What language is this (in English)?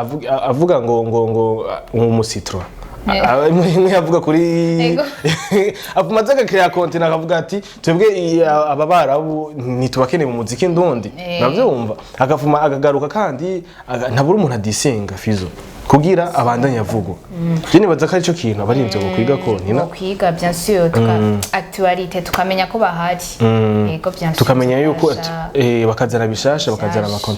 Rundi